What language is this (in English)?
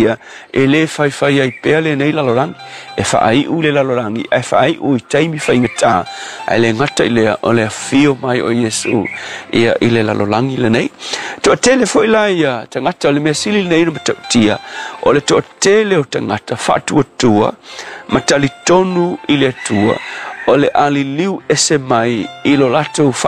Samoan